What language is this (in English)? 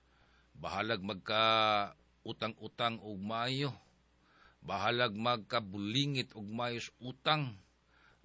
Cebuano